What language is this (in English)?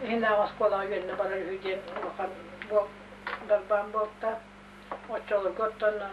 Yakut